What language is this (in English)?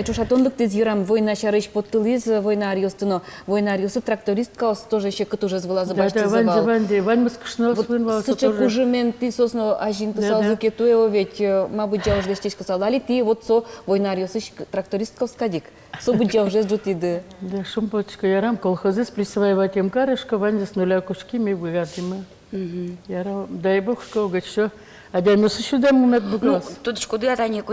Udmurt